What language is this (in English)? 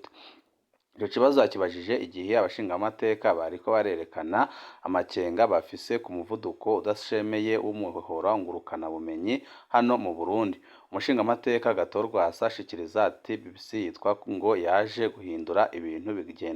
Rundi